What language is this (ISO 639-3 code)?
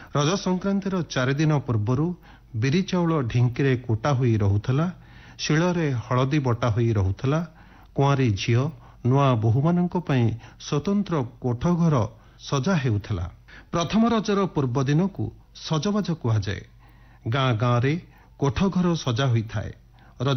ori